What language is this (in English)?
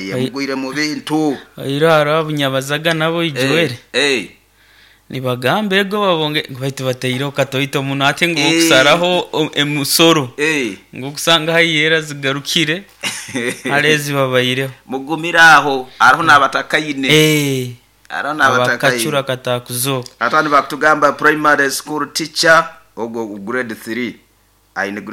Nyoro